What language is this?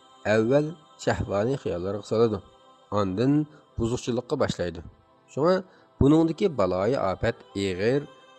Uyghur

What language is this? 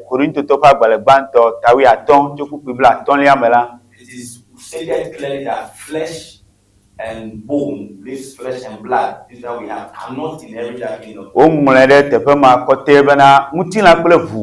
Ewe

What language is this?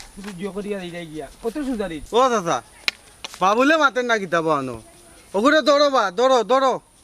Sylheti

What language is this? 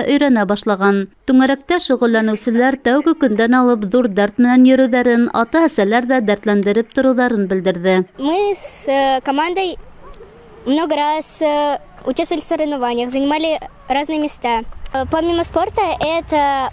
Bashkir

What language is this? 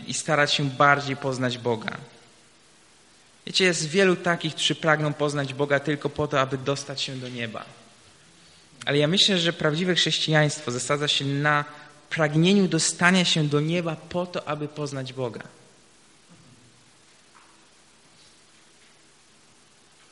Polish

